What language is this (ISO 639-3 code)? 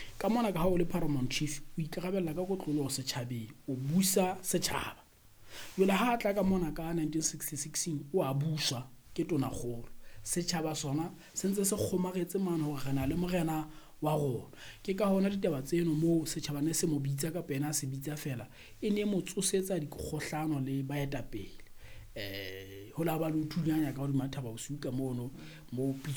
sot